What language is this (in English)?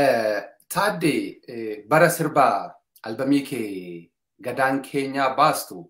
Oromo